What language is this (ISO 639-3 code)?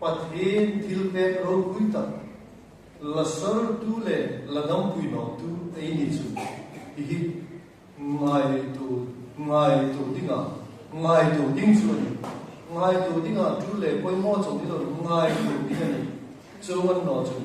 hmr